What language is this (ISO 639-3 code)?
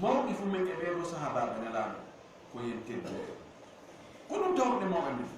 ful